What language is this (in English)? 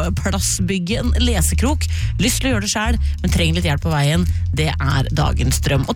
Norwegian